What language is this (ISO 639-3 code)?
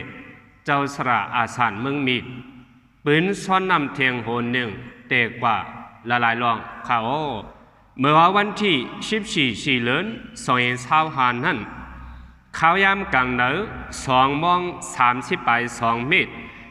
shn